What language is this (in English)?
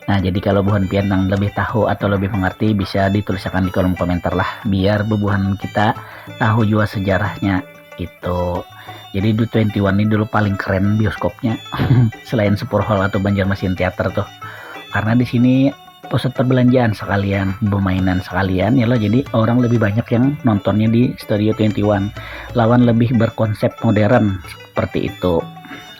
Banjar